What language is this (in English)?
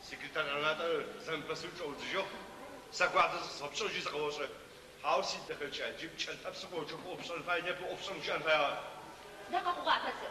Adyghe